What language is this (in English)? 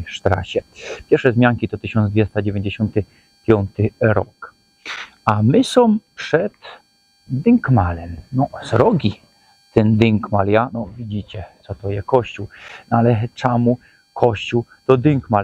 Silesian